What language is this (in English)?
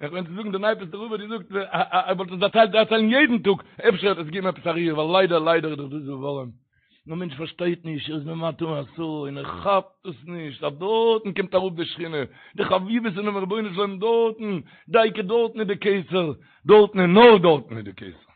Yiddish